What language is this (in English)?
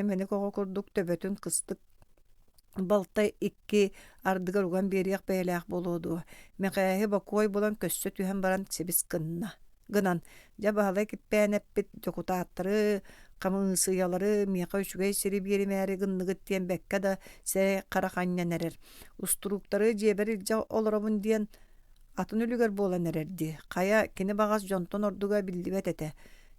Yakut